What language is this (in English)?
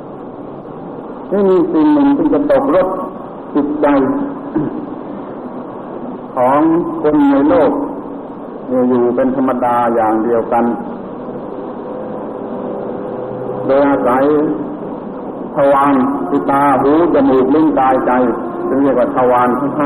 Thai